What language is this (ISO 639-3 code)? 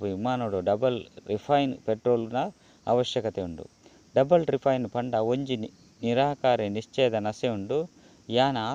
tcy